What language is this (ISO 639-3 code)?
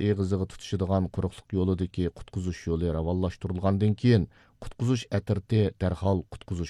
uig